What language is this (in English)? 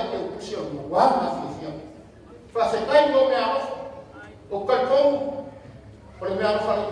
Samoan